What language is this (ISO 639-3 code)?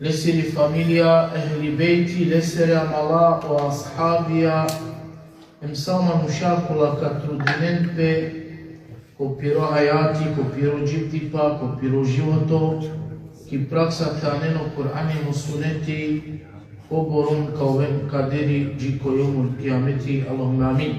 rmn